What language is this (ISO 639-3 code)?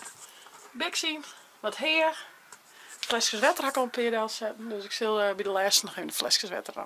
fry